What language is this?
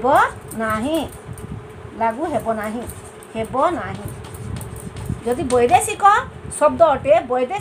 Odia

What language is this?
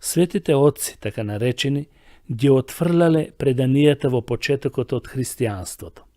Macedonian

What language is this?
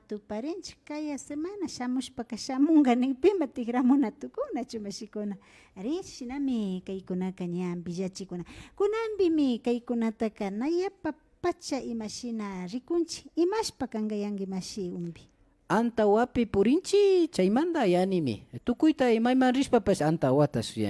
Imbabura Highland Quichua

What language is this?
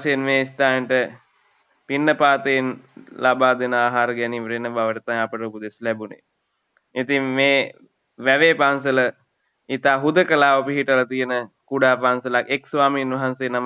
Sinhala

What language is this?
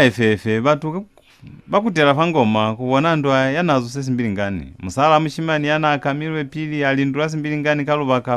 Lozi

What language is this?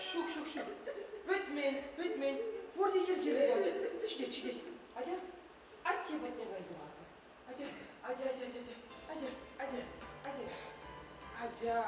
Chuvash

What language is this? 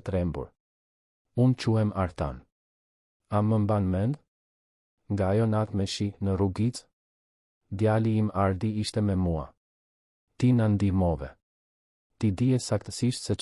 Albanian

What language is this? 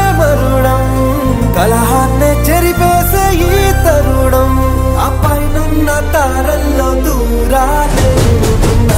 Telugu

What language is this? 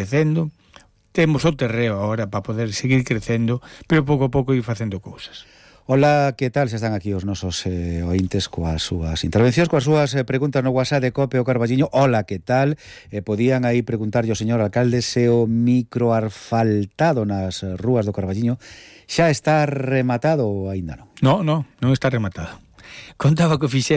Galician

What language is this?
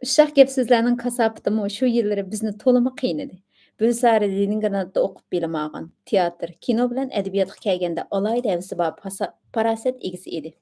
Uyghur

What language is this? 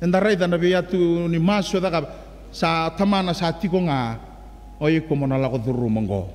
Fijian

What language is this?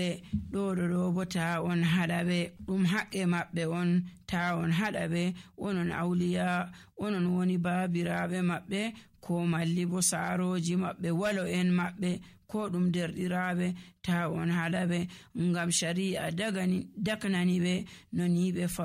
Nigerian Fulfulde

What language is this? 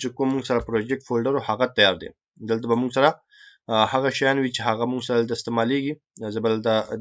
Pashto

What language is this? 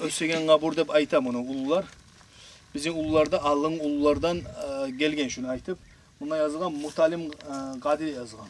Kumyk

